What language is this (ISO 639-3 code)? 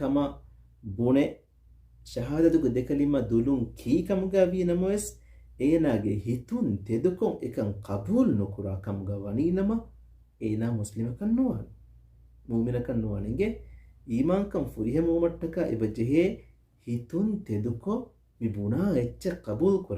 div